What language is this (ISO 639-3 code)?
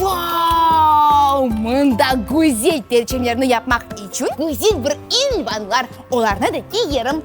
crh